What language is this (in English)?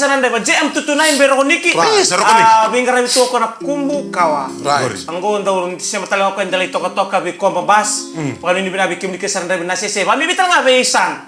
Fijian